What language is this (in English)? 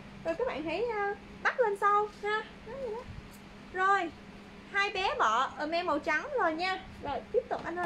Vietnamese